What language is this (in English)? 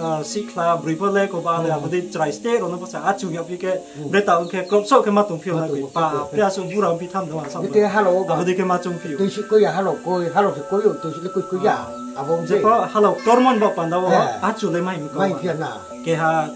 Riang (India)